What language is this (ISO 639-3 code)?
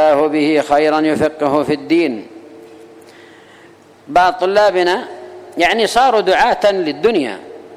ara